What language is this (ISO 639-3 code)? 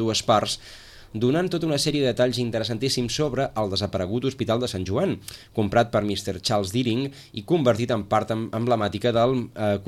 cat